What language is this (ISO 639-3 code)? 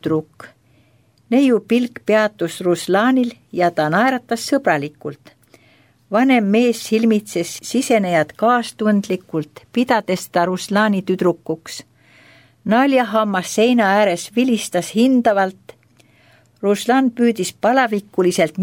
est